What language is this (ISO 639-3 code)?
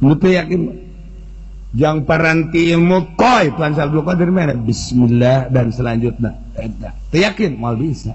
sun